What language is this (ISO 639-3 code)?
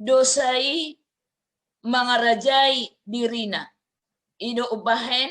bbc